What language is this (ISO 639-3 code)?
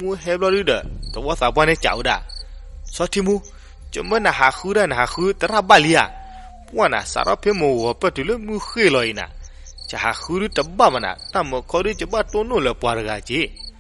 ksw